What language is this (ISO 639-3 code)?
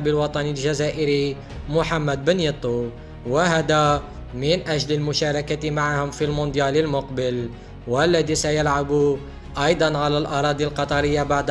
ara